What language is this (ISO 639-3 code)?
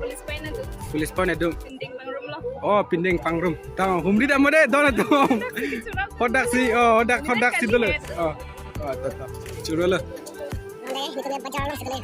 mjw